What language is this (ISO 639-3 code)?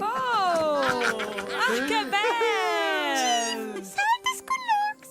roh